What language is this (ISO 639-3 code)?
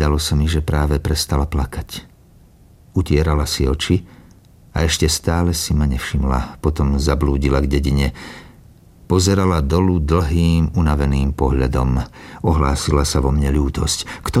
slk